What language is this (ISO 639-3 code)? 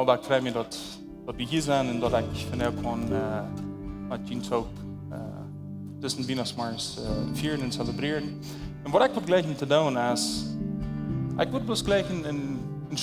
pdt